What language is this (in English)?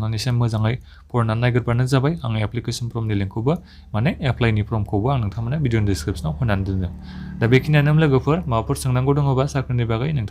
Bodo